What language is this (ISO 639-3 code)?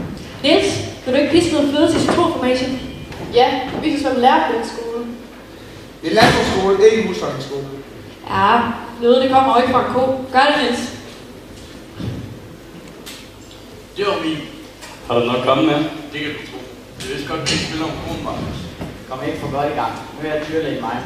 dan